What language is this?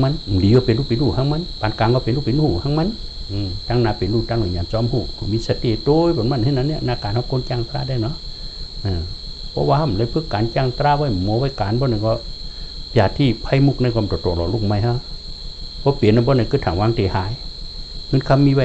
Shan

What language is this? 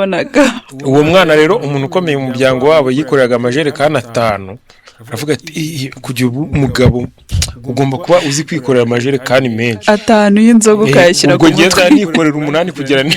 Kinyarwanda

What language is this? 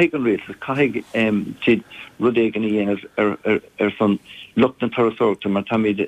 Irish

